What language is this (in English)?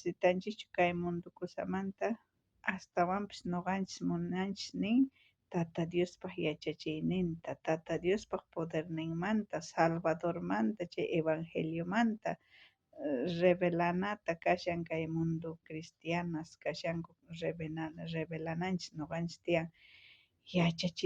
South Bolivian Quechua